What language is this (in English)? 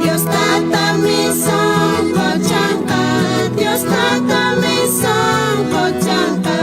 South Bolivian Quechua